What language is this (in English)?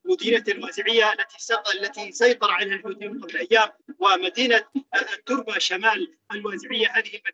Arabic